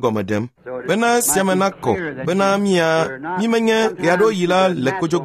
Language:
Ewe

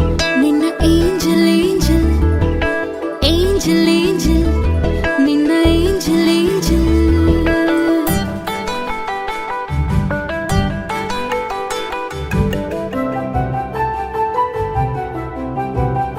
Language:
Kannada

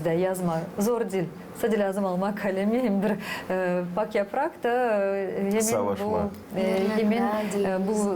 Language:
Gagauz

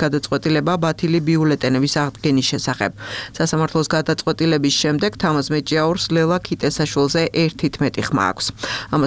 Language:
Georgian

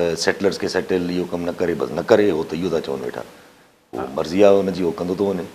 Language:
Sindhi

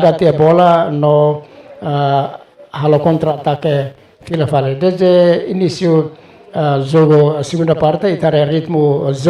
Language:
Tetum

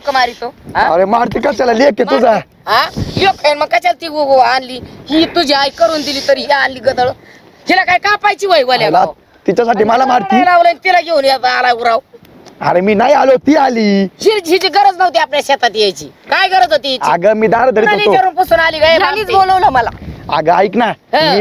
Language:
Marathi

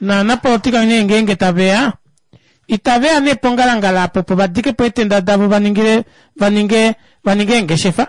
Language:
Kuanyama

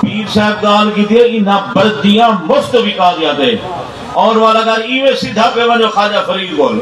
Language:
Saraiki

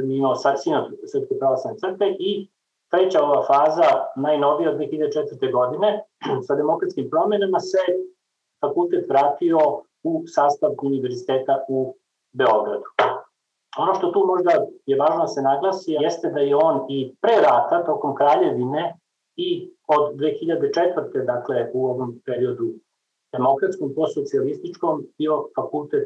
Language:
Serbian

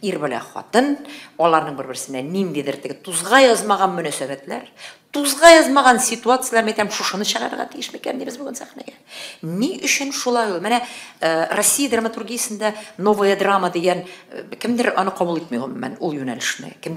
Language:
Tatar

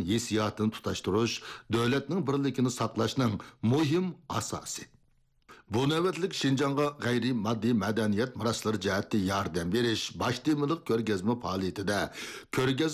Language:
Uyghur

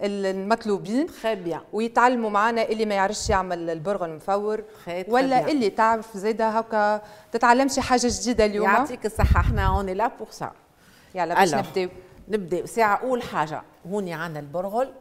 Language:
Tunisian Arabic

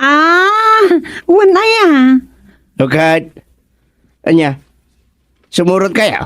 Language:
Iloko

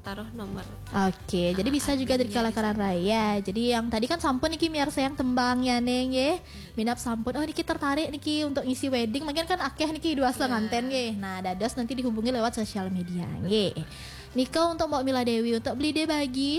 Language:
Balinese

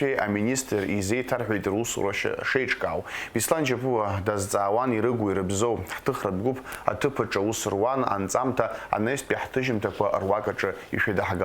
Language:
Abkhazian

